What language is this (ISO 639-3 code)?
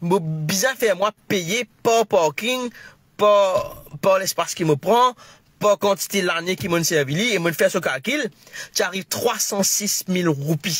mfe